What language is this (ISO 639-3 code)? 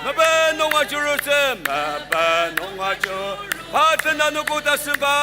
njo